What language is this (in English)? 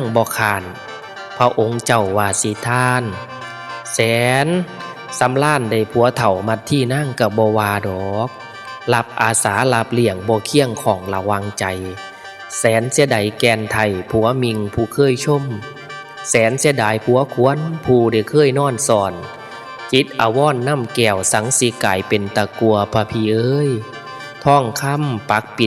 Northeastern Thai